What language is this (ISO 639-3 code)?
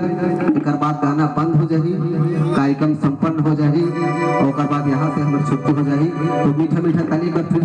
hne